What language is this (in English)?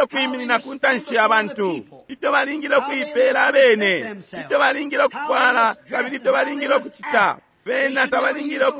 Bemba